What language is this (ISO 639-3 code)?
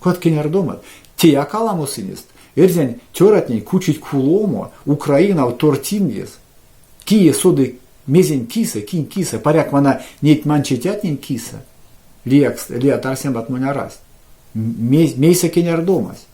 myv